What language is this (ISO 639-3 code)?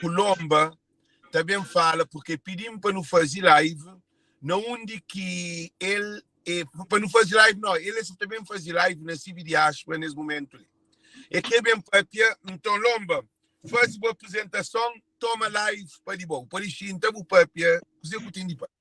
kea